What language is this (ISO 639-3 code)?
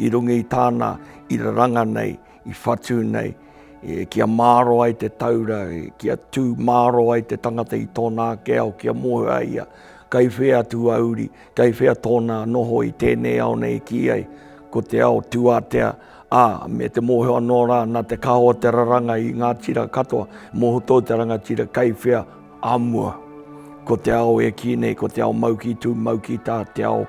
mri